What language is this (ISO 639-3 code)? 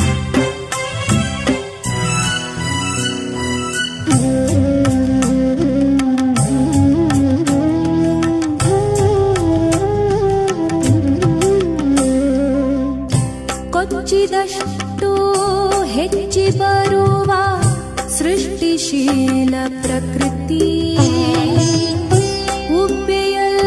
kan